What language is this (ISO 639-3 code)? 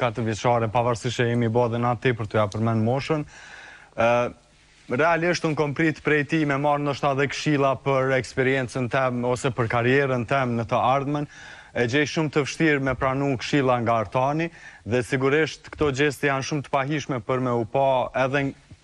sqi